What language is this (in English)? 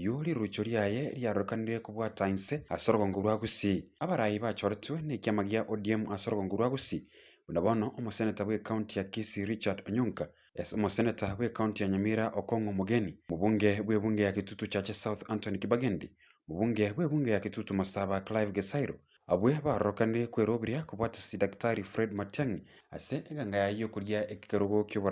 Gusii